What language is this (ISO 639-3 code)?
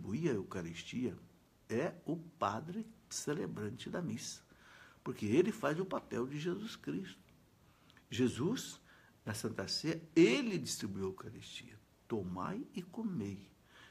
por